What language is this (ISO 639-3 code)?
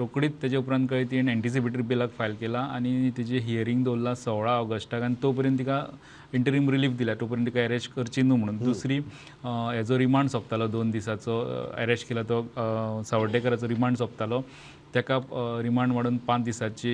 kok